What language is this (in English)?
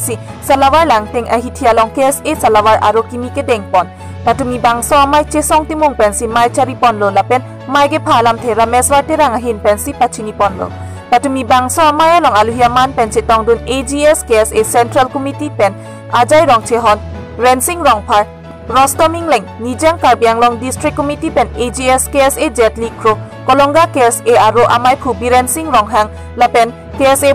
Karbi